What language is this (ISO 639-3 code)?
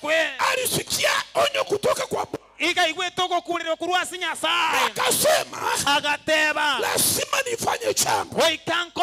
guz